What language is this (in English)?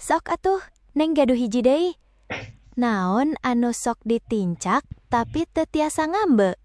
Sundanese